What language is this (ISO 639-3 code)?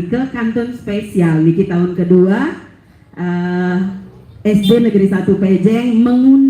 ban